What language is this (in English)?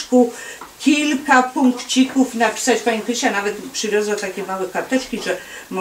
Polish